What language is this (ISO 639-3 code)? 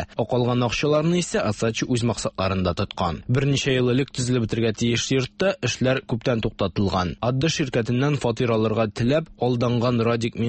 tat